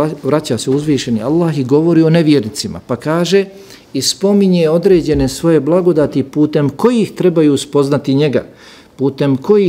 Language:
Bosnian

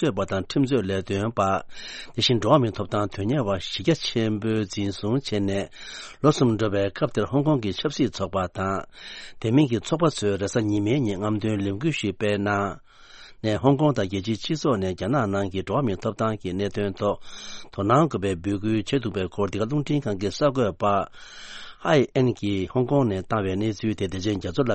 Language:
Tibetan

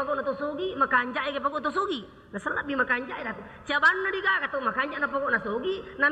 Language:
Buginese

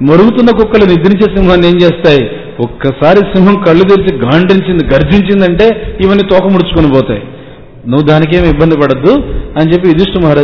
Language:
Telugu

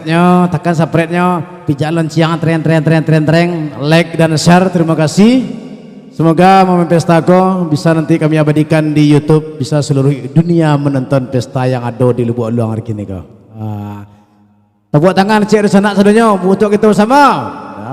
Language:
Minangkabau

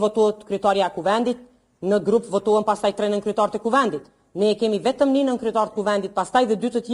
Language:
Albanian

